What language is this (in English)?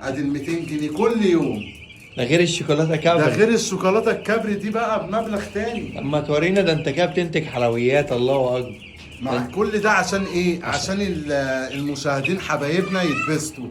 Egyptian Arabic